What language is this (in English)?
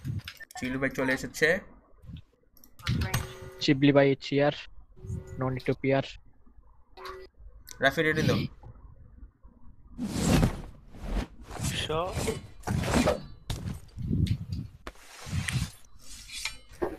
Bangla